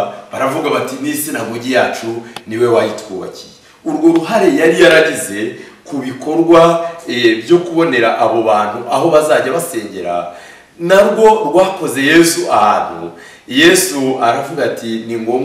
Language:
Kinyarwanda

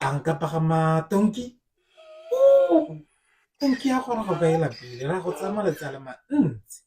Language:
Tswana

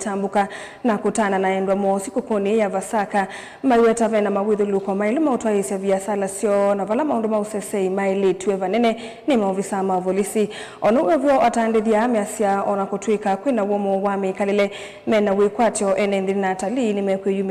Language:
Kamba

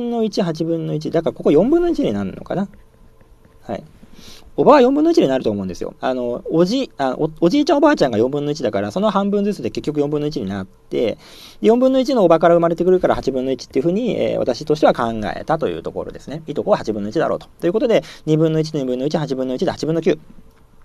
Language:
Japanese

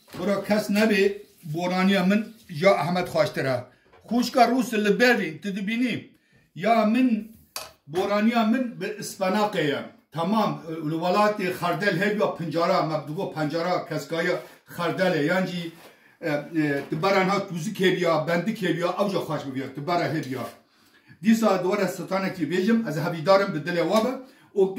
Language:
Kurdish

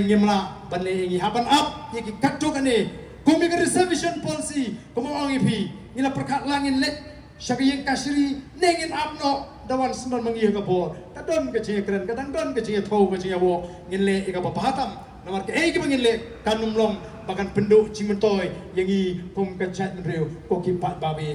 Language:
Khasi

